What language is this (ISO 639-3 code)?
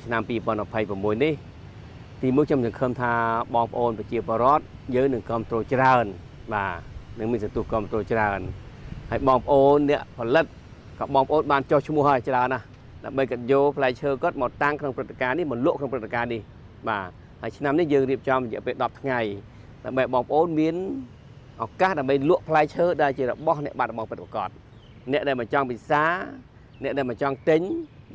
khm